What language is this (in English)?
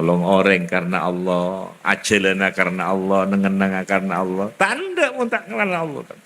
Madurese